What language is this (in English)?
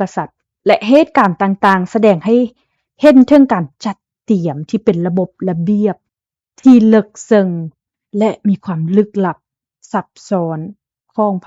Lao